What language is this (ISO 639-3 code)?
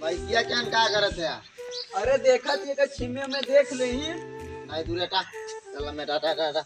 awa